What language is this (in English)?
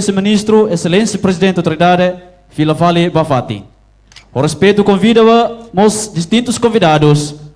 Tetum